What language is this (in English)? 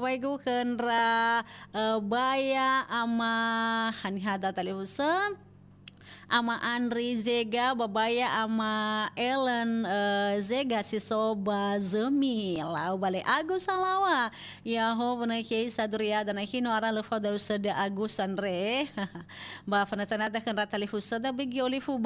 Nias